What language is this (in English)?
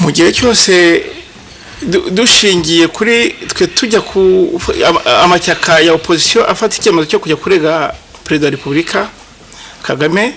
Kinyarwanda